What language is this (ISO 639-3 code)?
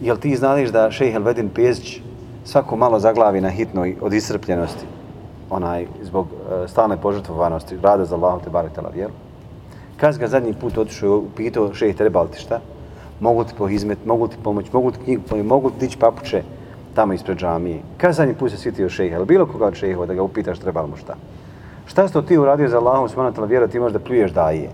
bos